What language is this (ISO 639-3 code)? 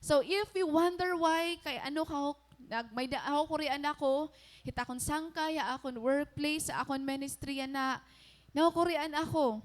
war